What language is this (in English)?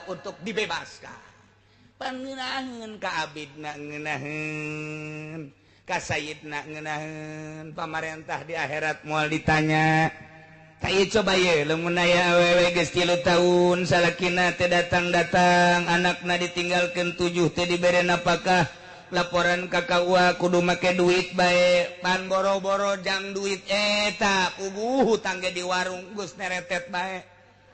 Sundanese